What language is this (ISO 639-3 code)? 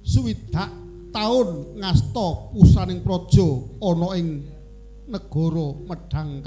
jav